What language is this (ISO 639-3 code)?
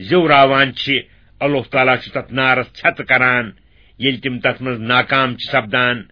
kas